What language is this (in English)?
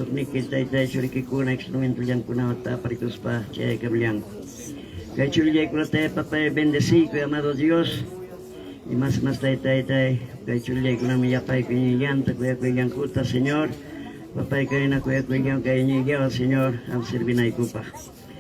Ayacucho Quechua